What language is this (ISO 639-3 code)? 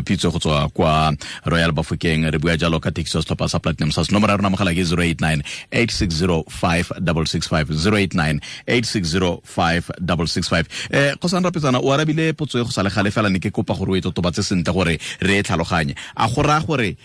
tsn